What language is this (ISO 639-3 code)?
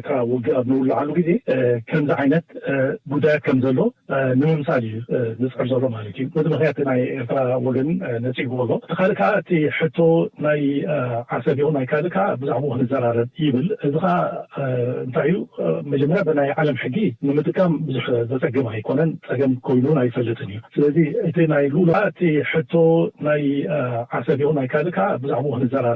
tir